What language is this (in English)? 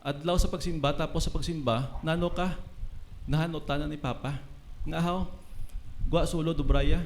Hiligaynon